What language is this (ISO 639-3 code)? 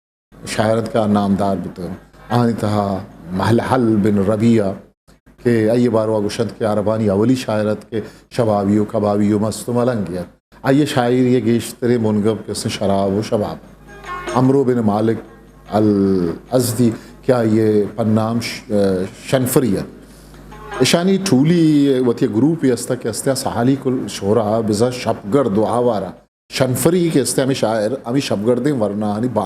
bgp